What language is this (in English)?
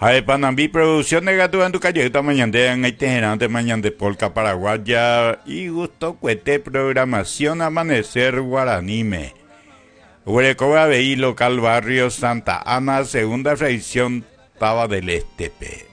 Guarani